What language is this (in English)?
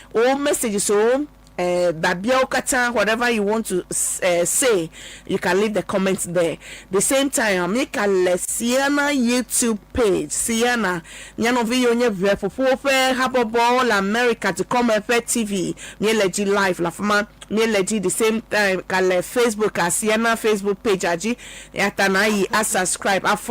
Ewe